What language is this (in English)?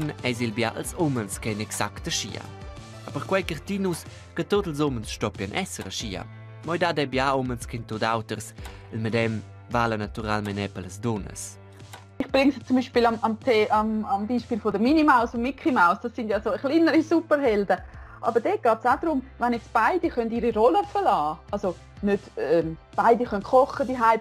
Romansh